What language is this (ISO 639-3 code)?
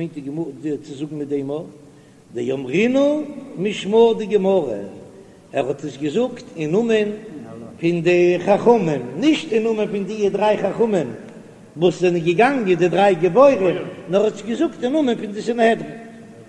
yid